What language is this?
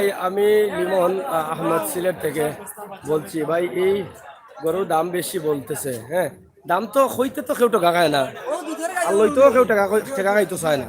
Sylheti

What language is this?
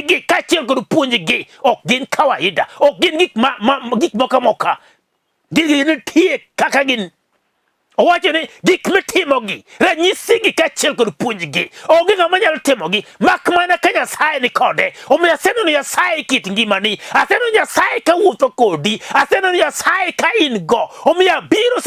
Luo (Kenya and Tanzania)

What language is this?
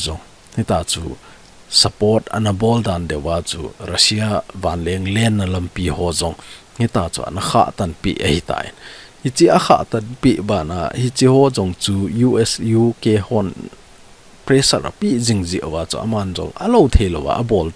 Thado Chin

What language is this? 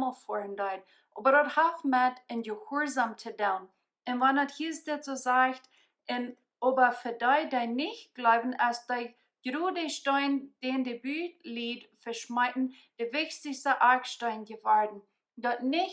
Plautdietsch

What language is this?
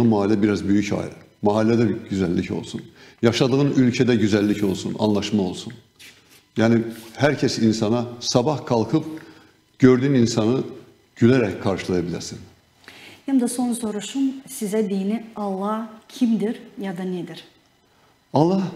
Gagauz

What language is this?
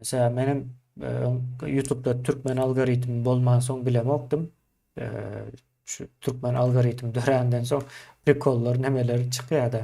Turkmen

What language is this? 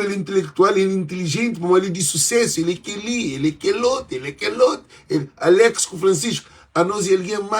Kabuverdianu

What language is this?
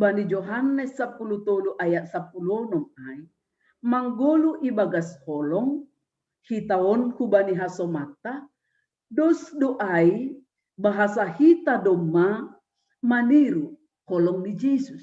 Batak Simalungun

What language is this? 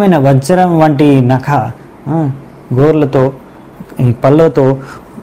Telugu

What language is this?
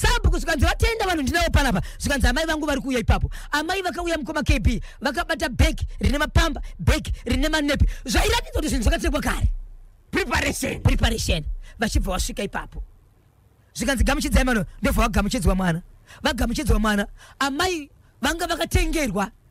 Shona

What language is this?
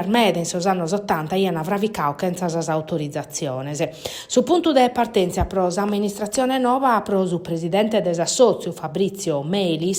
Sardinian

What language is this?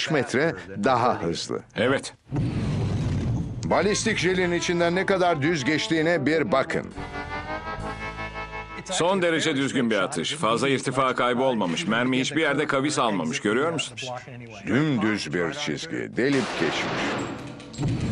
Turkish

